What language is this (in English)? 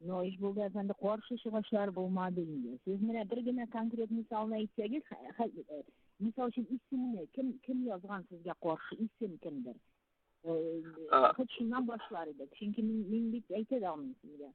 Bashkir